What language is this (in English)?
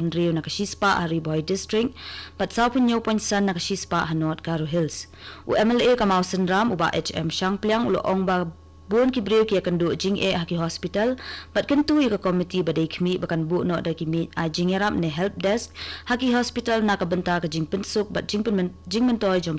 Khasi